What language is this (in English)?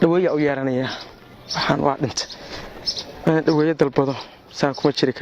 Somali